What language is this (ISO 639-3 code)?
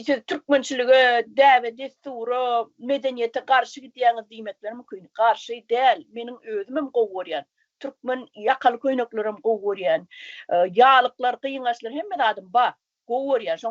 tuk